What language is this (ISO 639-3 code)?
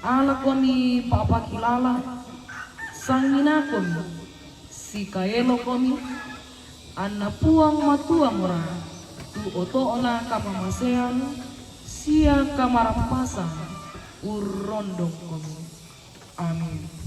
sda